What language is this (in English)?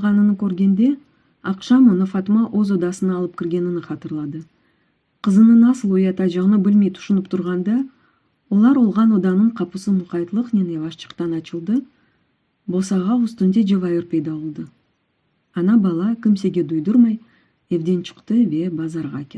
Crimean Tatar